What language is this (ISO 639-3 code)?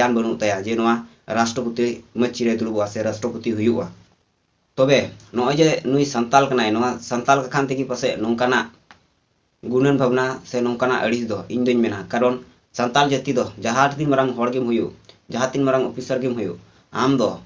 sat